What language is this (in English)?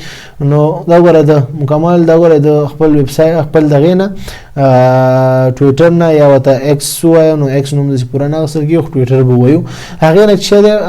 Pashto